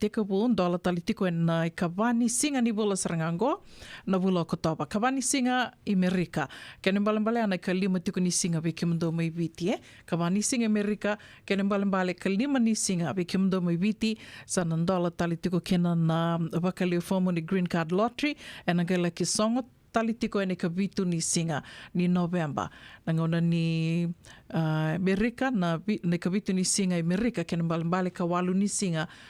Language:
Fijian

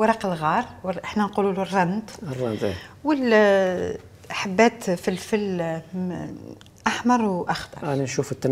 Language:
Algerian Arabic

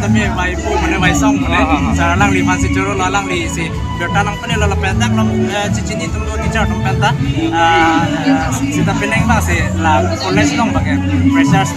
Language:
Karbi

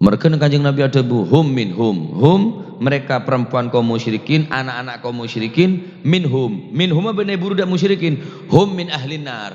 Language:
Madurese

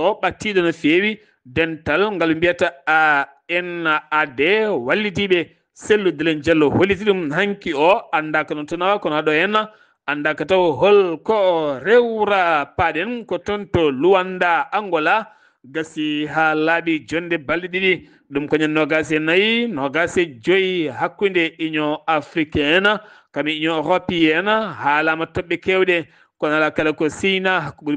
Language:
Fula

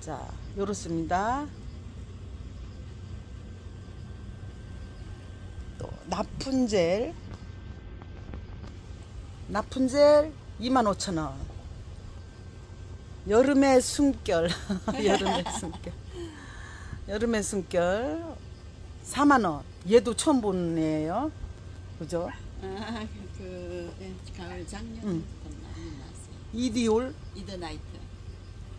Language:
Korean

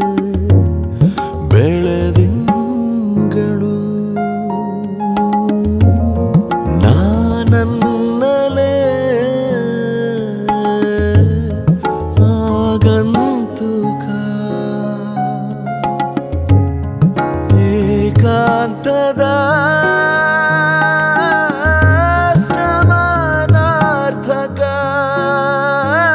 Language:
Kannada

